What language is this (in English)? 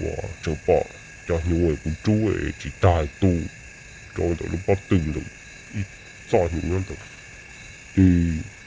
Hmong